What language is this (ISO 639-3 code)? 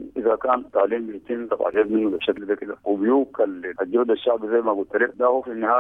apd